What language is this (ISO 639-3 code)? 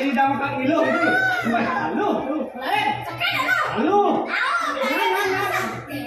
ban